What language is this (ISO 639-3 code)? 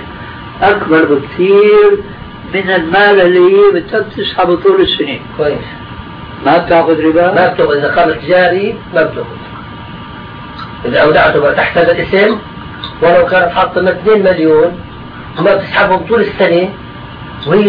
ara